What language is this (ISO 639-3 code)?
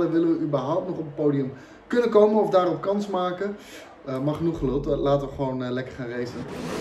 nld